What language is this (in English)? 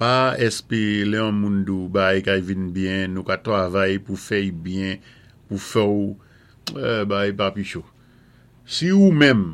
Saint Lucian Creole French